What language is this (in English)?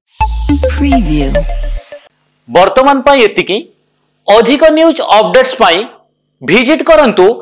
Odia